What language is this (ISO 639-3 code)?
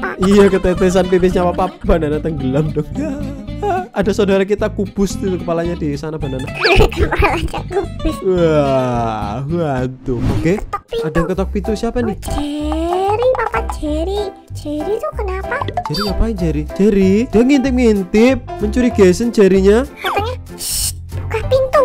ind